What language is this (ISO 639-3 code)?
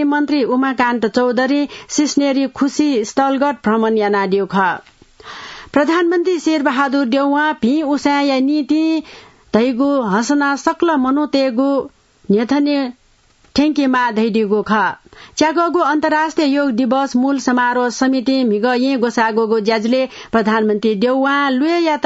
new